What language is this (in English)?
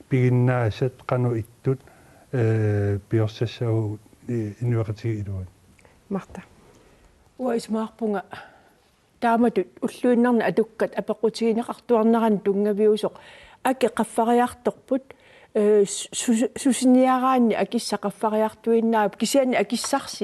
Kalaallisut